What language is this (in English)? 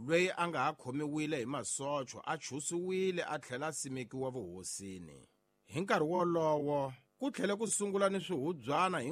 Tsonga